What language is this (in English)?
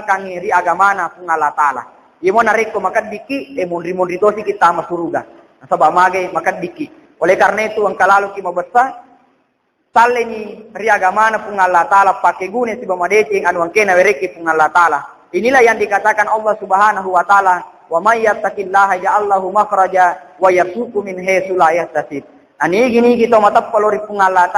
Buginese